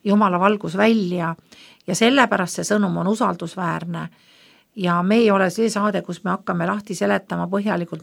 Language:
Estonian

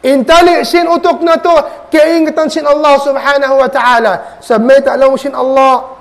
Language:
Tausug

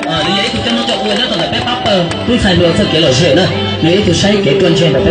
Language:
Hmong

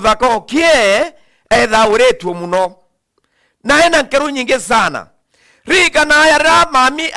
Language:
Meru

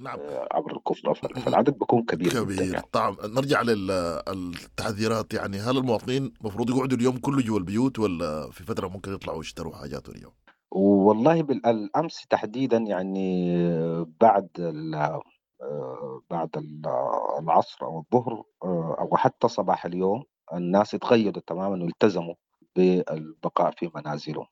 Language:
Sudanese Arabic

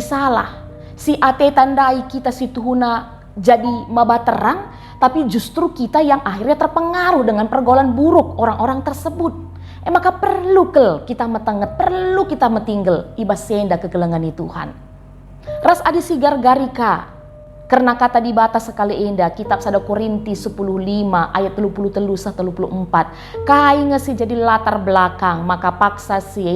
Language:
Batak Karo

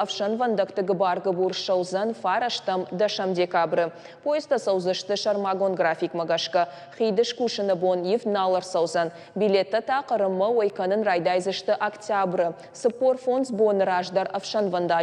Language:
Ossetic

